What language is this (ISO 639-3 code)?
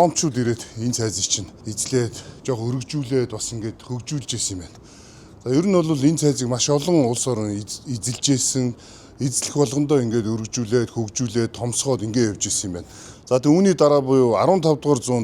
mon